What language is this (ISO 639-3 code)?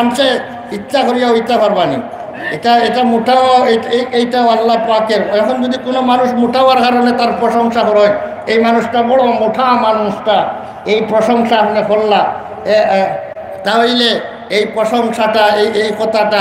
syl